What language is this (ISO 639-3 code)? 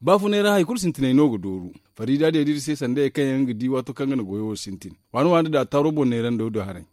dje